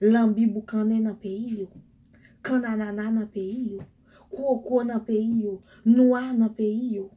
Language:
Haitian Creole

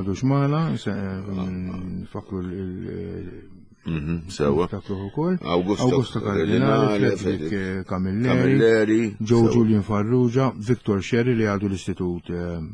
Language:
Maltese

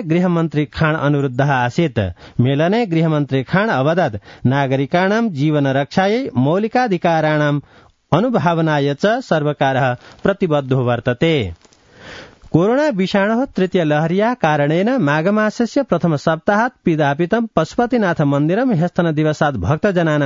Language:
Sanskrit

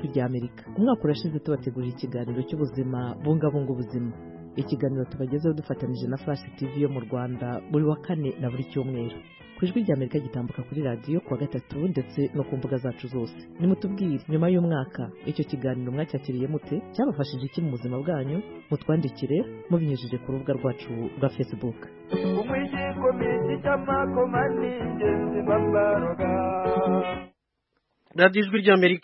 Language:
Kinyarwanda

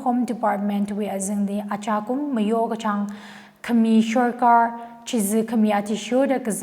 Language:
Tangkhul Naga (India)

